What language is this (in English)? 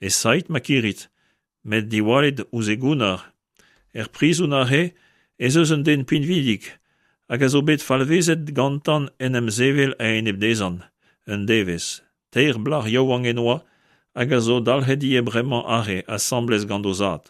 Breton